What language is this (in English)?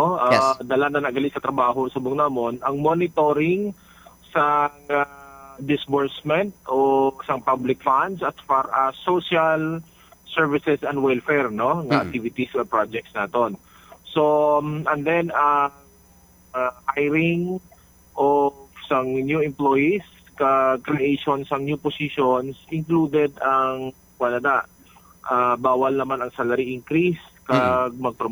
Hiligaynon